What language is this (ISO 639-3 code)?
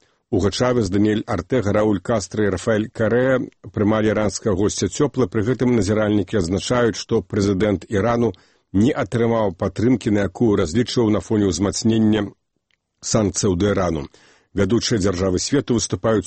bel